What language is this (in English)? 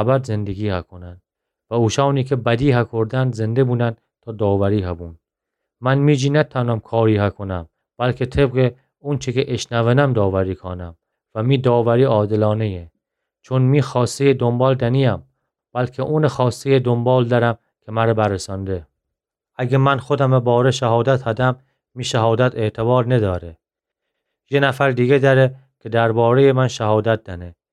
Gilaki